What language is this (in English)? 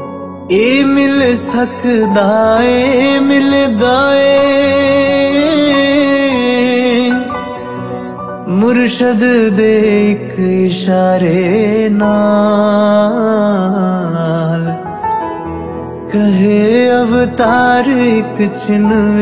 Punjabi